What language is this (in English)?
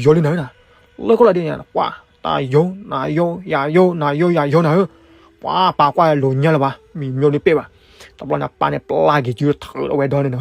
S'gaw Karen